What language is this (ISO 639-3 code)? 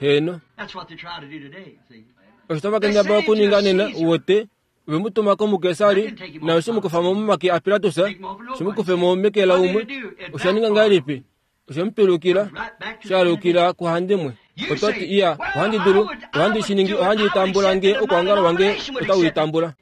kua